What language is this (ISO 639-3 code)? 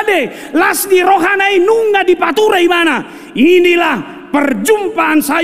bbc